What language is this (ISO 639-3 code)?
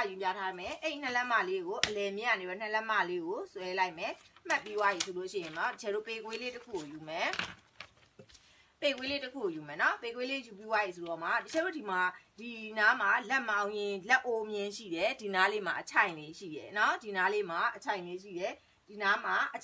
mya